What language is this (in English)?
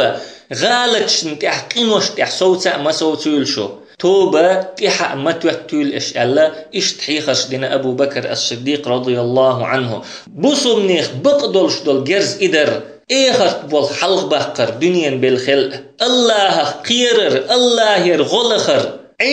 Chechen